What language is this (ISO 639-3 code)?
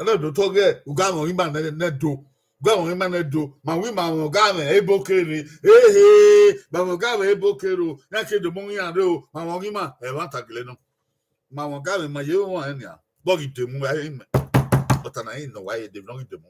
bin